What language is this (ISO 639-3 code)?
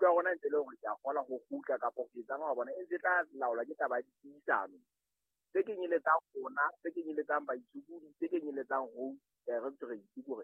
sot